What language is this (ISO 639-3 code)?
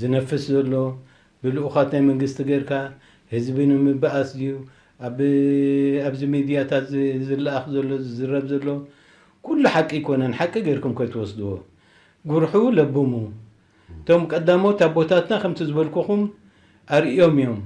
tir